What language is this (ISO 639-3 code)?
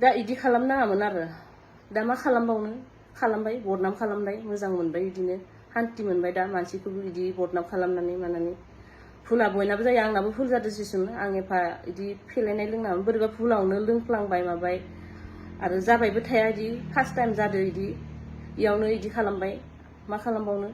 brx